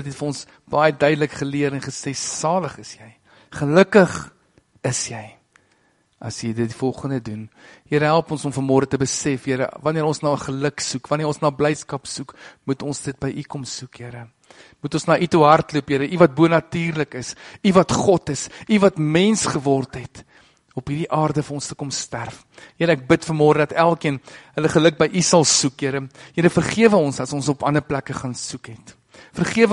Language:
Afrikaans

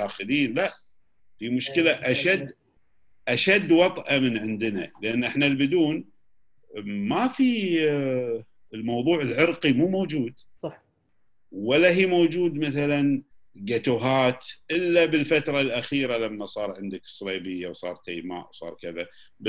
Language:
Gulf Arabic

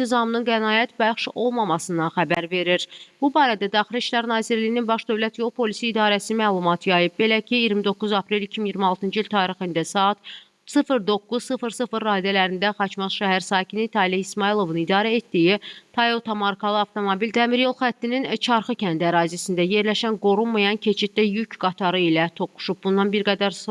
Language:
Azerbaijani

